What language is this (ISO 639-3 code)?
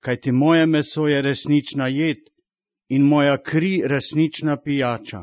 slv